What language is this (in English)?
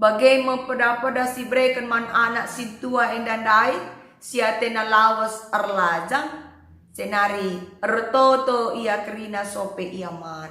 Batak Karo